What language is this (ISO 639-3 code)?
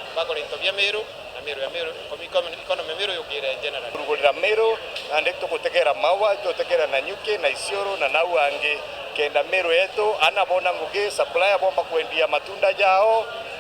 mer